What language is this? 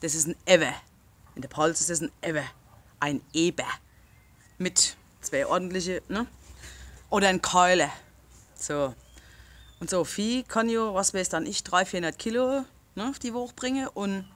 Palatine German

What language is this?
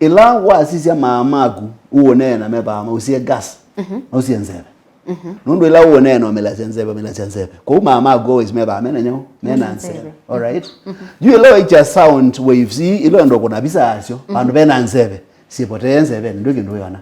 Kamba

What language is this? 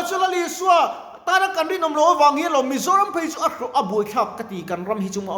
Mizo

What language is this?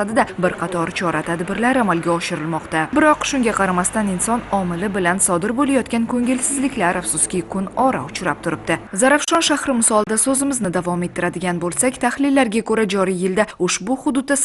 Uzbek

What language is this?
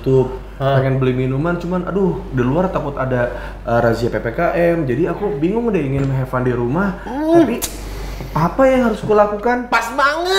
Indonesian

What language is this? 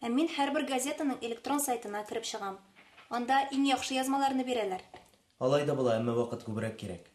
Tatar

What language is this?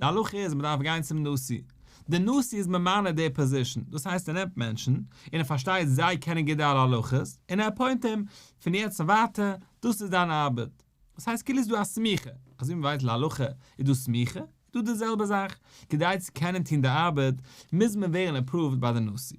Yiddish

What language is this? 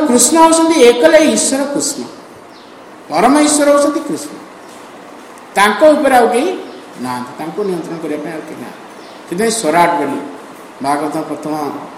Odia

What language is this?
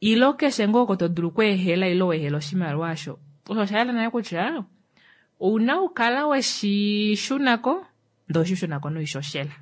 Kuanyama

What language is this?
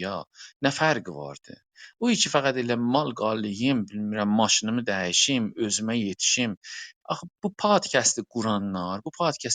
South Azerbaijani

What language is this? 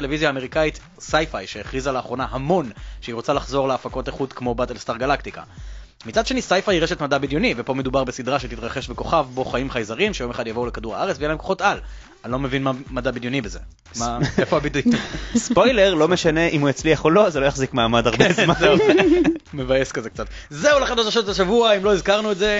Hebrew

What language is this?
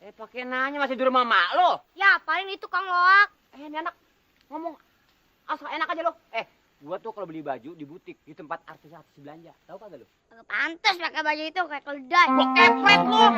Betawi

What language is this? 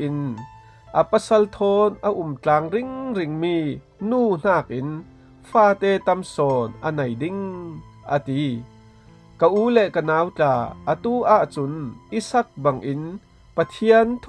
Falam Chin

